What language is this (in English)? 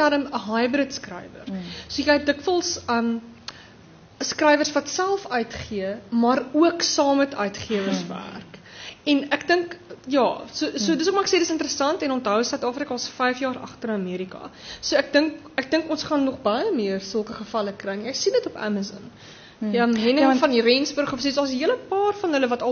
Afrikaans